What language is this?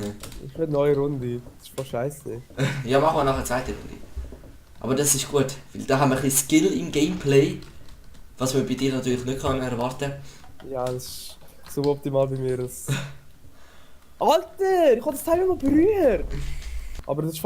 Swiss German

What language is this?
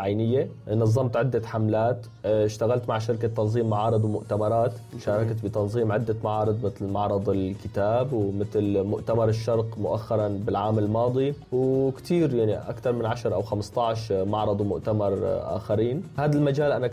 North Levantine Arabic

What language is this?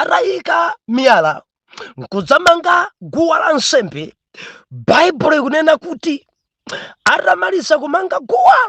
Nyanja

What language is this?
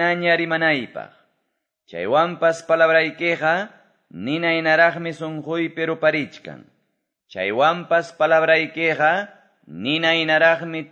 Quechua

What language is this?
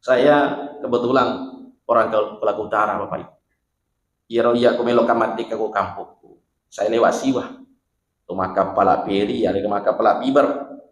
Buginese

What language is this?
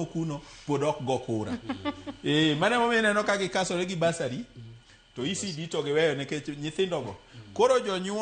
Luo (Kenya and Tanzania)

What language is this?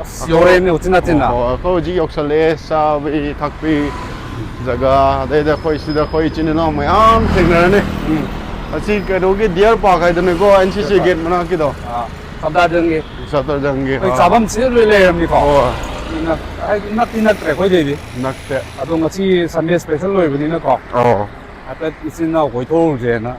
Manipuri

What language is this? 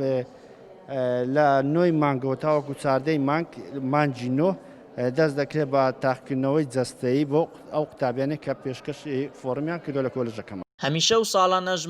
Central Kurdish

